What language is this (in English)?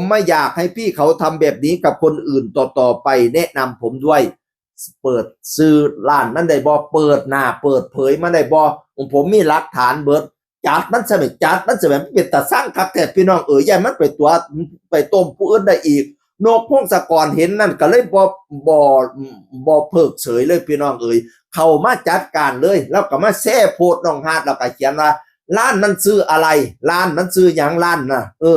Northeastern Thai